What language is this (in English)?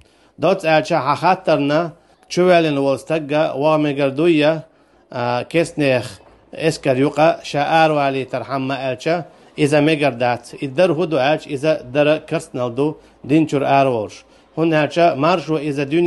Chechen